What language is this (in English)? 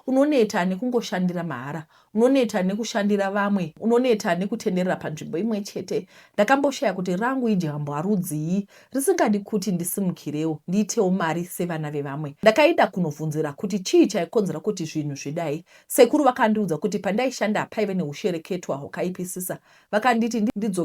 Shona